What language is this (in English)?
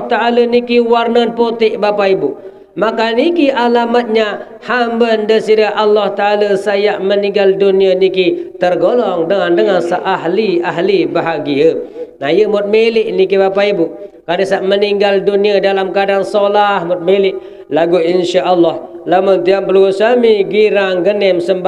Sasak